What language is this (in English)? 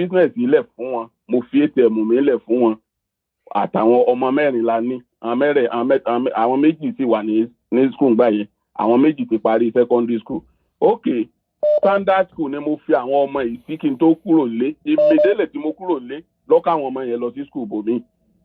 Yoruba